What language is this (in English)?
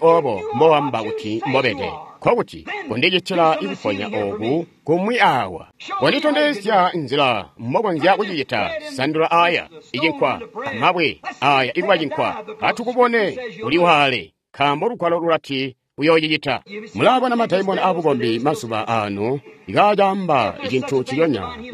Tonga (Zambia)